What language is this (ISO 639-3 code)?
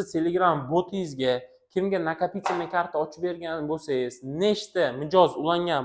uzb